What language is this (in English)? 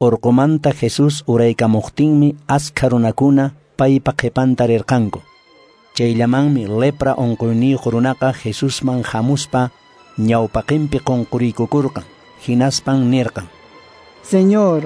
Quechua